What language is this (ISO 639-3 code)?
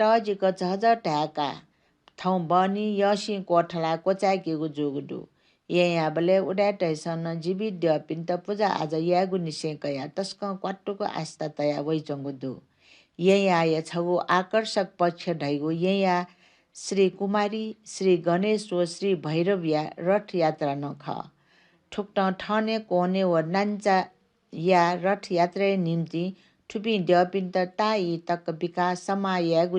new